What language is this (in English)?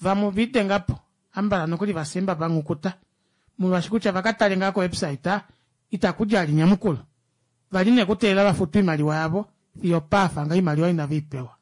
Kuanyama